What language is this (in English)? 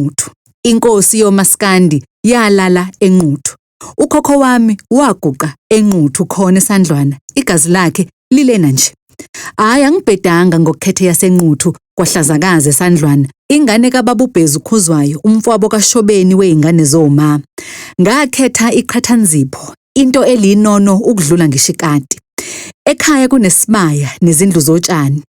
Zulu